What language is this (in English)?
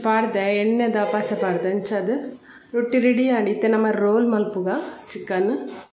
Tulu